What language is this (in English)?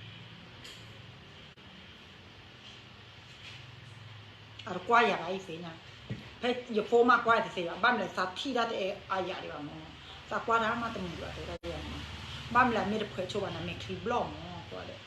S'gaw Karen